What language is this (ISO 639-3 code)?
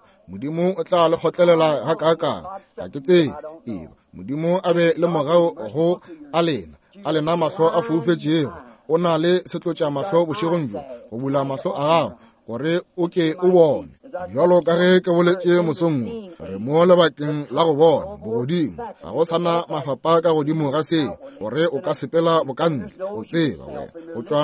nso